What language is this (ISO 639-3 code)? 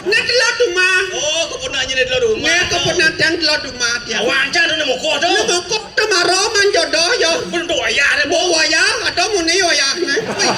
ban